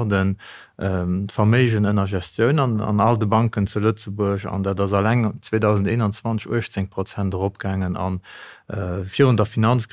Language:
Luxembourgish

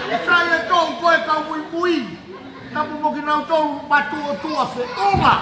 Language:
Tongan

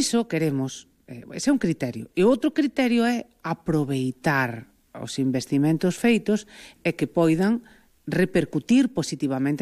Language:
Galician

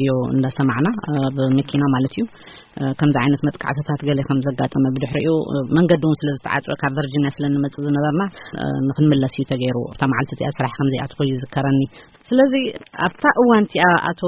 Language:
Tigrinya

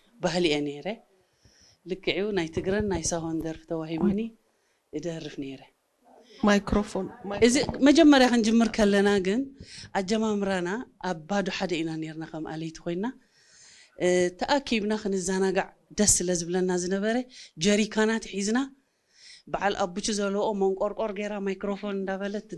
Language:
Tigrinya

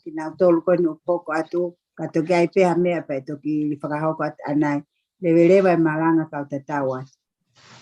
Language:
Tongan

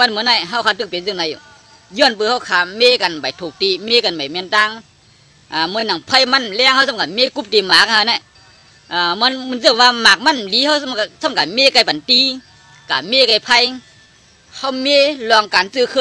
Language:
Shan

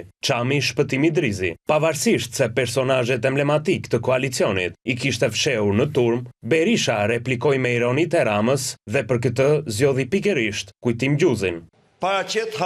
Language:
Albanian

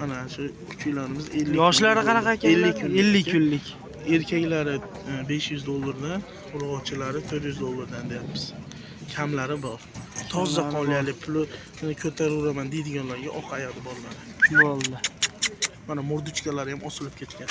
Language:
Uzbek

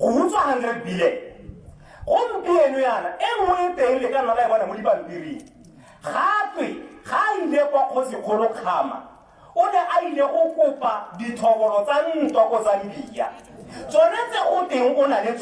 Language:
Tswana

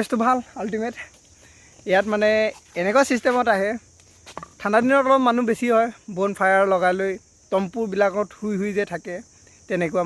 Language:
Assamese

